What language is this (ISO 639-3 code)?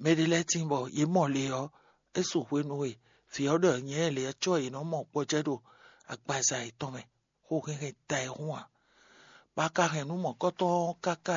fon